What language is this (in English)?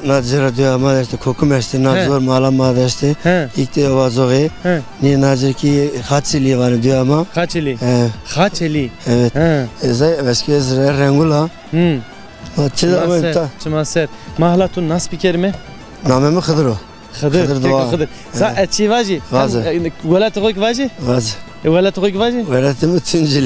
Zaza